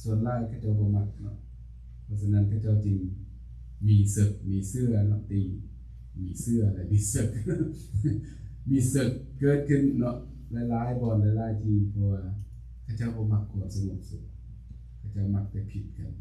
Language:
Lao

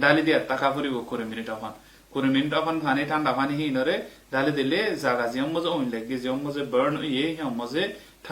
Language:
Rohingya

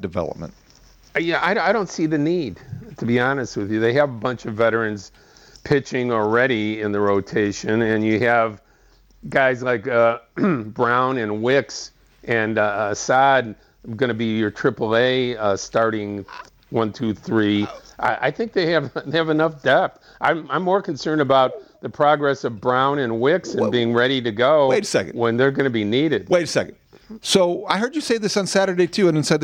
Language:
English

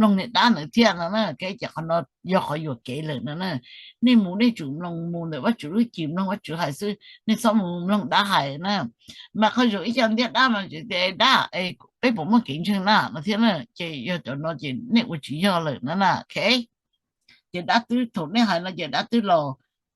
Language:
Hmong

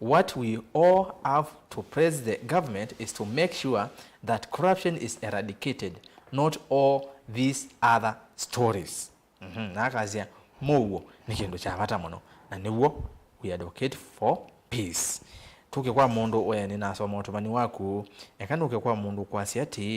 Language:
Kamba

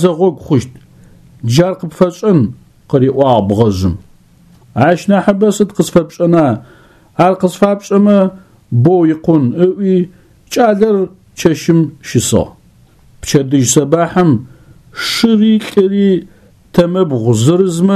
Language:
Adyghe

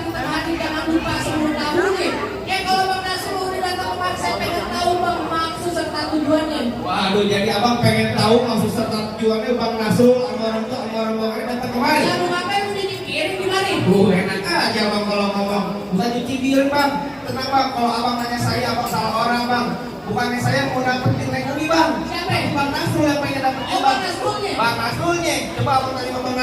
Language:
Betawi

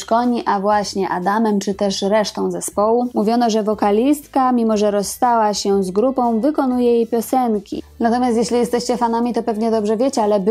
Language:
Polish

